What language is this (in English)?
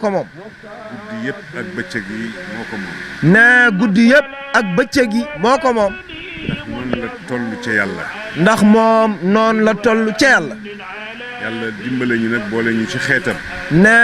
Wolof